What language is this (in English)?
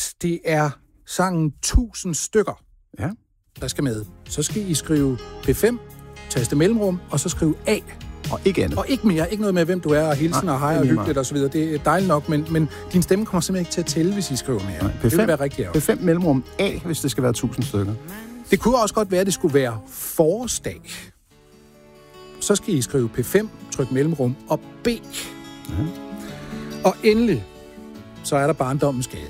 Danish